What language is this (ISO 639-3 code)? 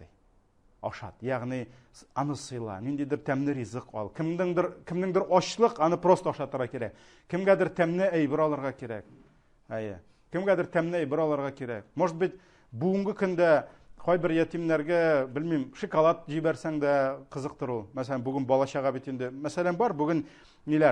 tat